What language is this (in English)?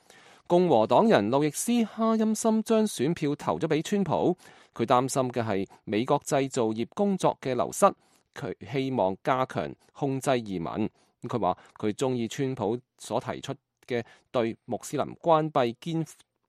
Cantonese